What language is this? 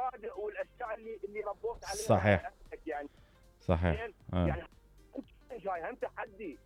Mesopotamian Arabic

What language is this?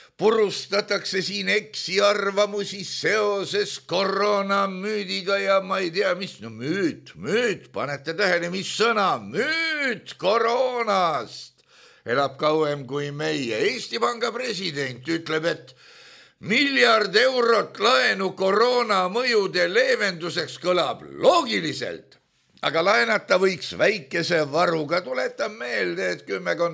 Estonian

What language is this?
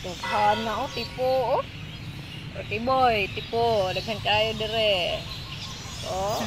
Cebuano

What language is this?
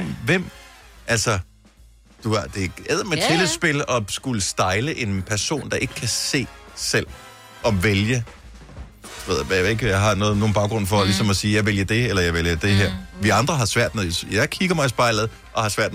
Danish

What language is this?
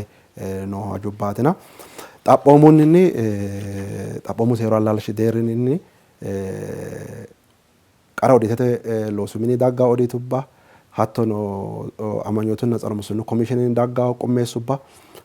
Sidamo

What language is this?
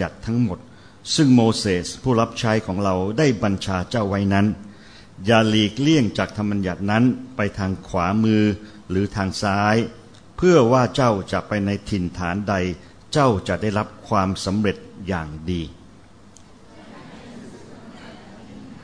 Thai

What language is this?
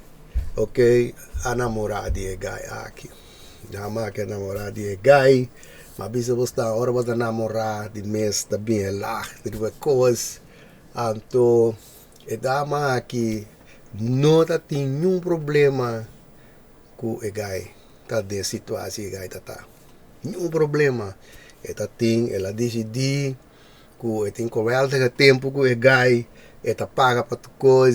Papiamento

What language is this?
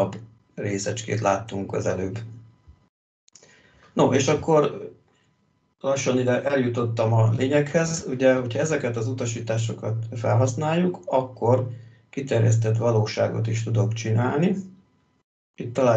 Hungarian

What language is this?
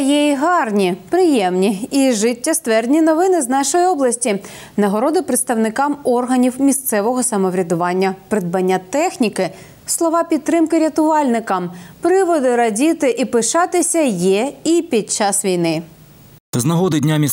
Ukrainian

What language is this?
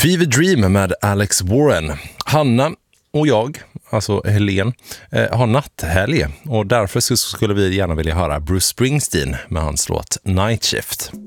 Swedish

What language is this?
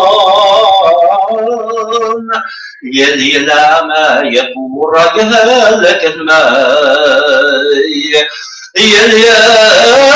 Bashkir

